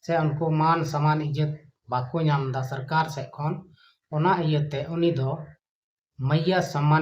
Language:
Santali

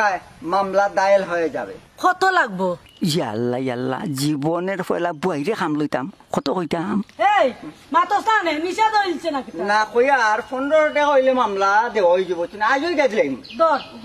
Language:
Sylheti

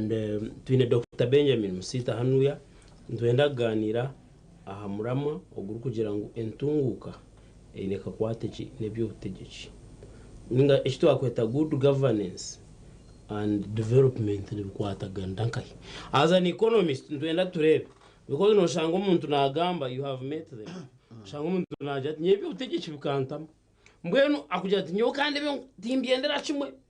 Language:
Nyankole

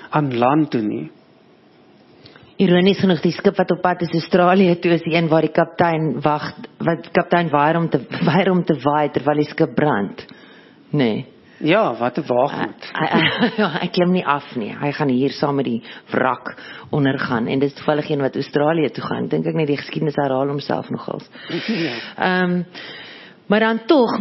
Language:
Afrikaans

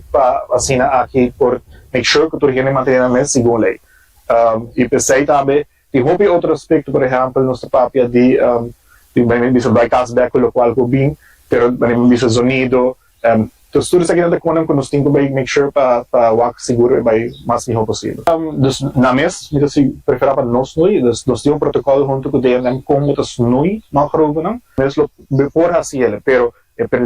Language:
Papiamento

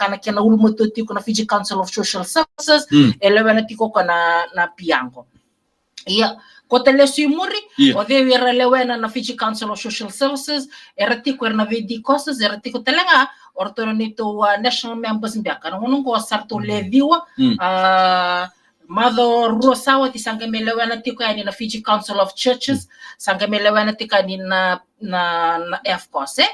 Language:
Fijian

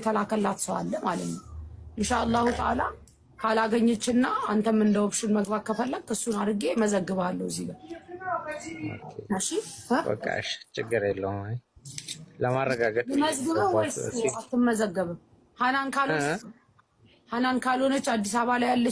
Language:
Amharic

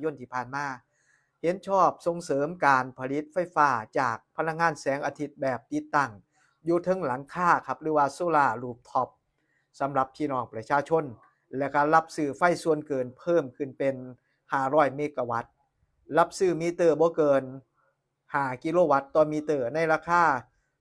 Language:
Northeastern Thai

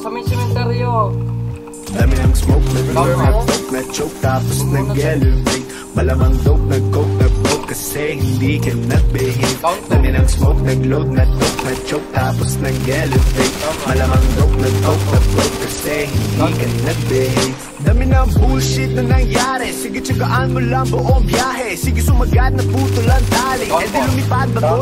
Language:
Filipino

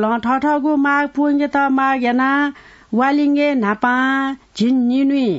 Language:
Newari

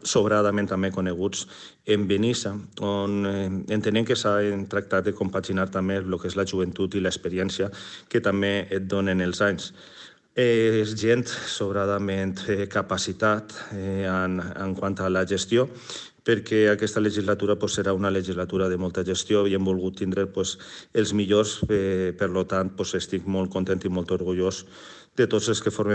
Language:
Catalan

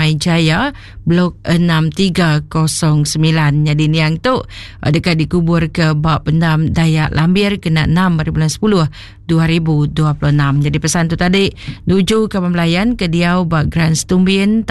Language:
Iban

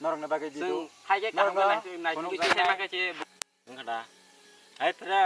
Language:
Kok Borok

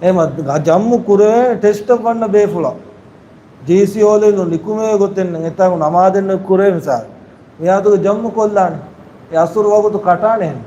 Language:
Divehi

